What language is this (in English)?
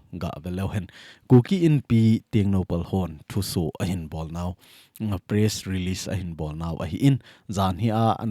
Thado Chin